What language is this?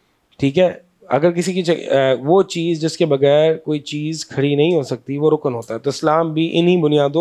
Urdu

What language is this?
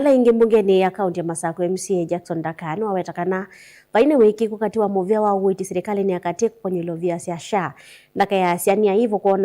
Kamba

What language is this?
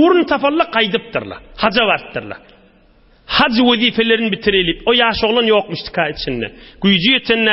Turkmen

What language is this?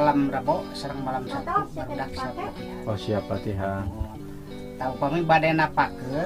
Sundanese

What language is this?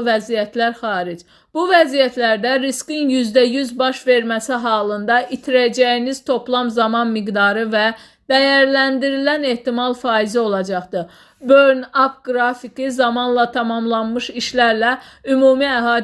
Azerbaijani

